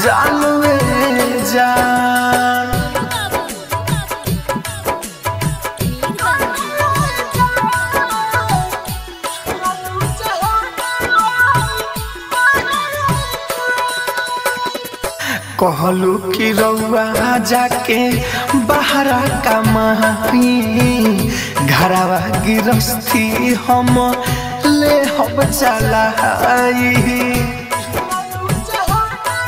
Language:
Bhojpuri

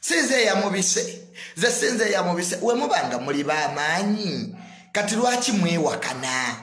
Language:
Ganda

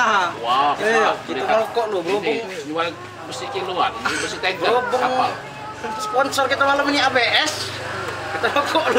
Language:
Musi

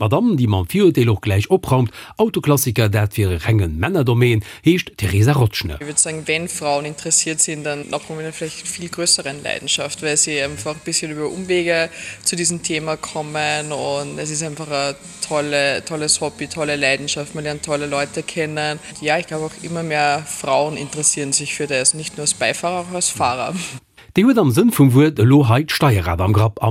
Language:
Luxembourgish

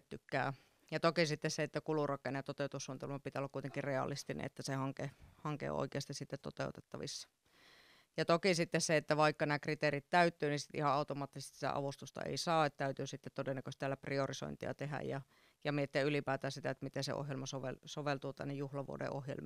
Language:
Finnish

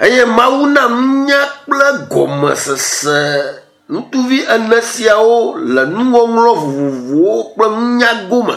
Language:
Ewe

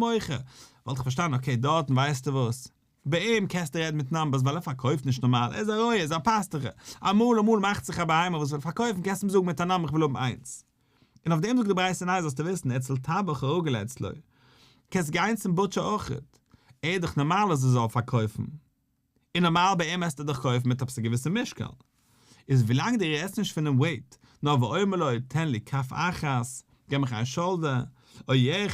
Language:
Yiddish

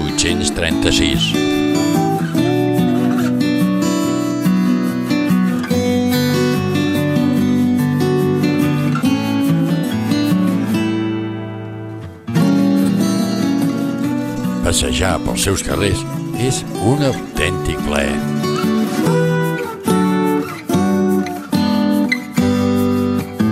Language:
Catalan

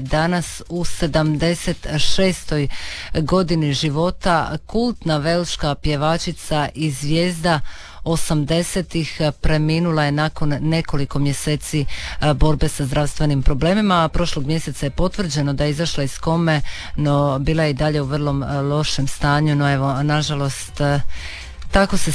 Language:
Croatian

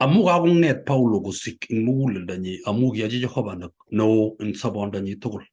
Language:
Kalenjin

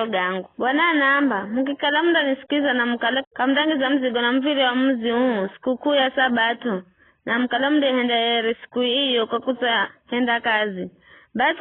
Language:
Giryama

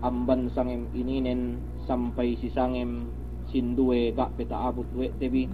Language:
Yakan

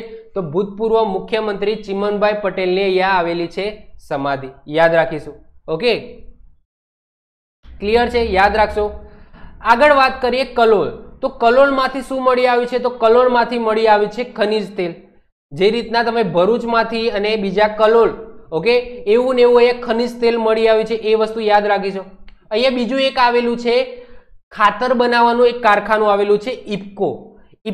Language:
Gujarati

